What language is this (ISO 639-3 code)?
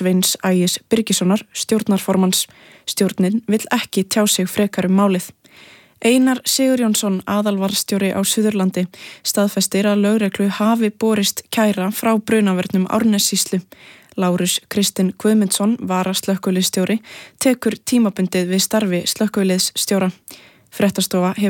isl